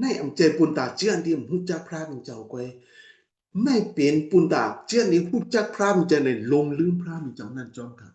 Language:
Shan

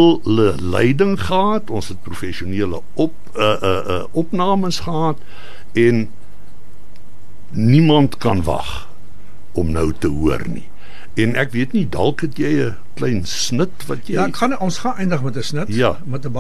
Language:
Afrikaans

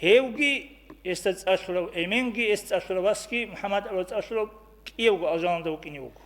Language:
Avaric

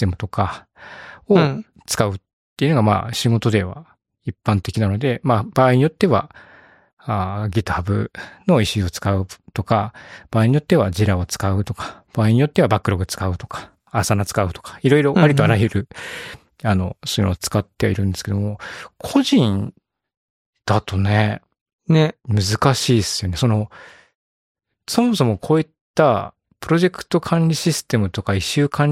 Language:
Japanese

